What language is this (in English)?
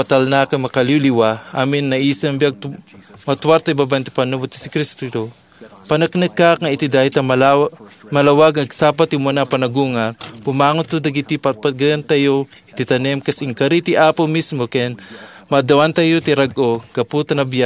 Iloko